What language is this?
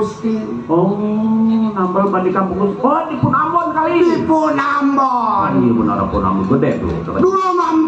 Betawi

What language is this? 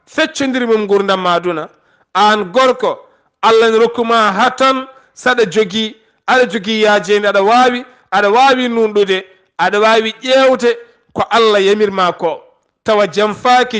Fula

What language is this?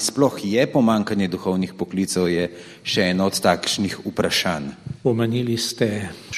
Slovenian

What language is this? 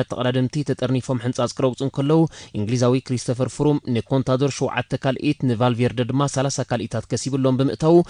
Tigrinya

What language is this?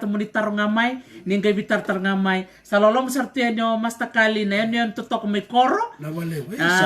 Fijian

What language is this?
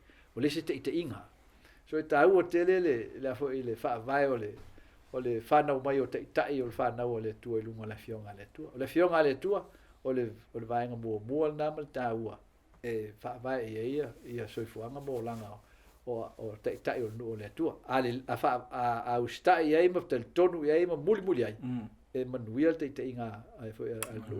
Samoan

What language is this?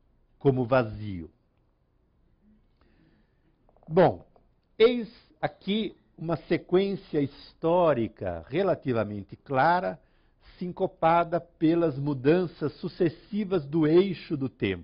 Portuguese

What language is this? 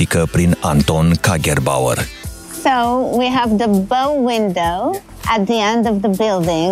Romanian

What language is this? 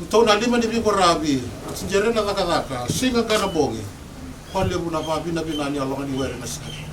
Fijian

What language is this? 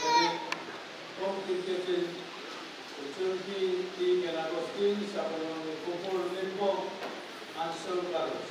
Pohnpeian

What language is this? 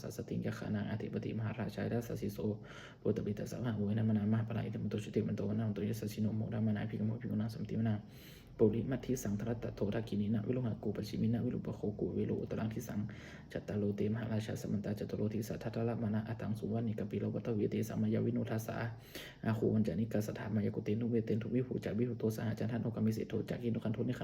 Pali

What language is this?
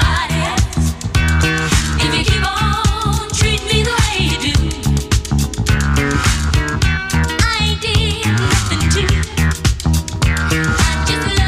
English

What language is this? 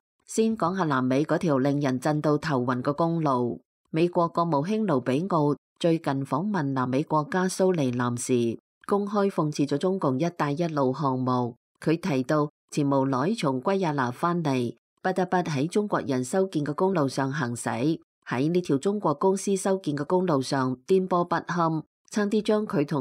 Cantonese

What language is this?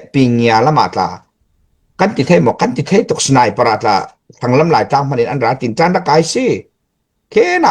Falam Chin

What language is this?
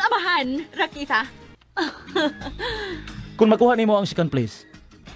Cebuano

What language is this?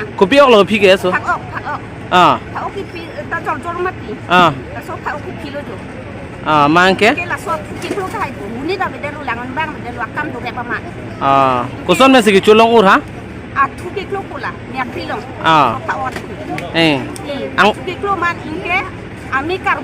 Karbi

